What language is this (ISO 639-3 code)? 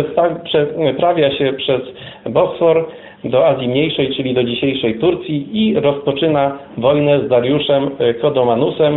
pol